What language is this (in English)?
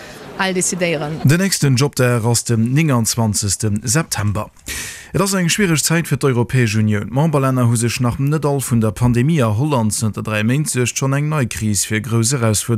Luxembourgish